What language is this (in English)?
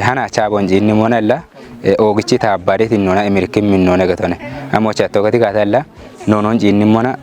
Kafa